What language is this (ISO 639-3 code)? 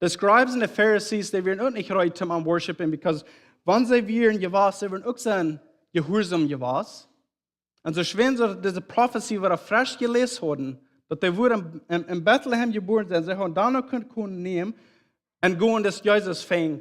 pdt